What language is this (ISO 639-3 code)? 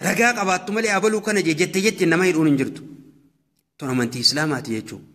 orm